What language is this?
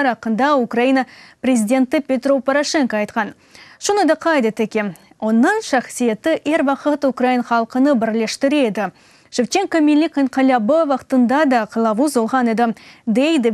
Crimean Tatar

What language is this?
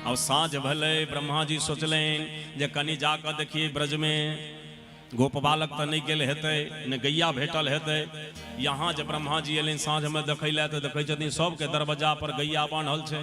Maithili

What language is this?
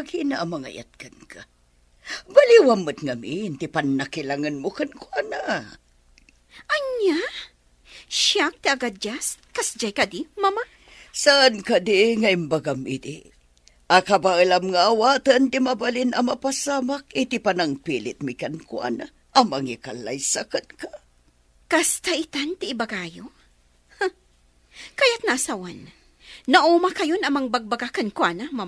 Iloko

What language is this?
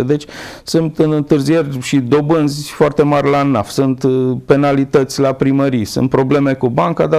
Romanian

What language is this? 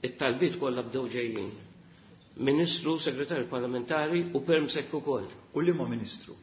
Maltese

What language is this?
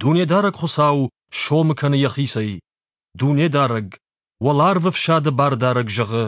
Ossetic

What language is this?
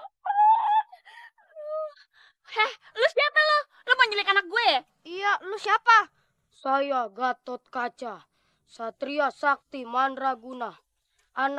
Betawi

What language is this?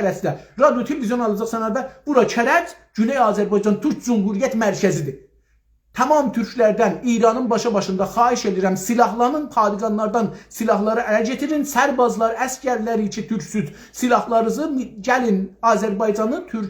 South Azerbaijani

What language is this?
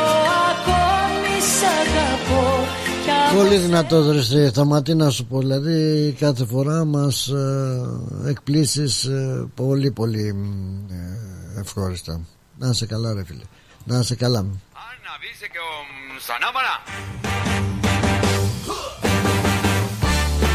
Greek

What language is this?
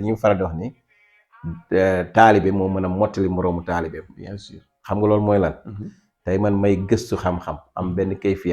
Wolof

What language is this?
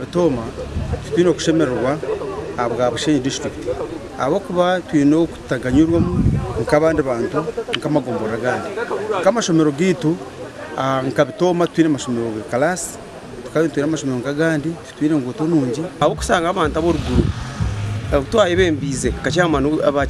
Nyankole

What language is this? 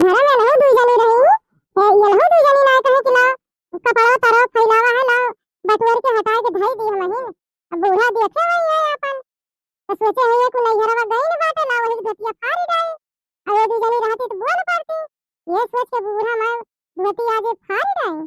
Awadhi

